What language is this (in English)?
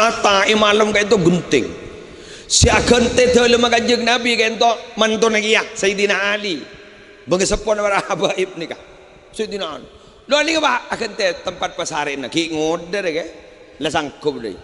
Madurese